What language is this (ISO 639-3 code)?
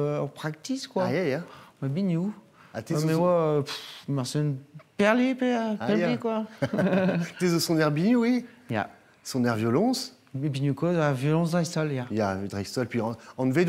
bre